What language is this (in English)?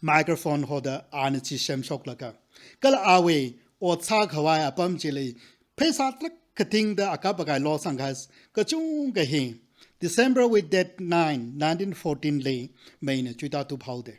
Tangkhul Naga (India)